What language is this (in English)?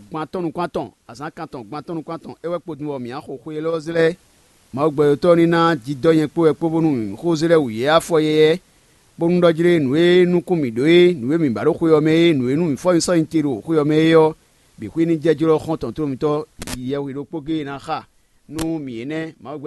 Fon